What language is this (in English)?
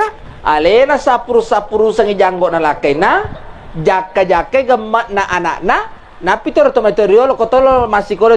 Buginese